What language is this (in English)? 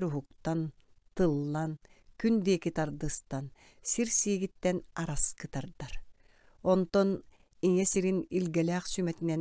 Yakut